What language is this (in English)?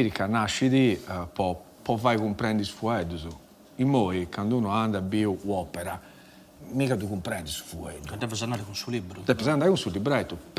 Sardinian